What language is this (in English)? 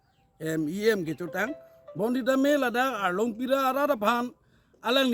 Karbi